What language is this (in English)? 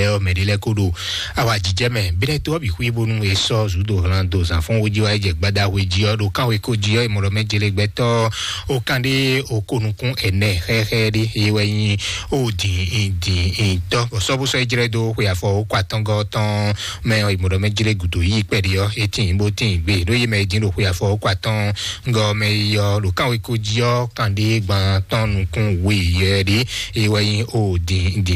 Fon